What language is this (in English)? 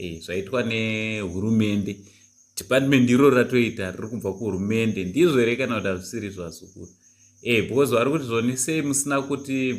Shona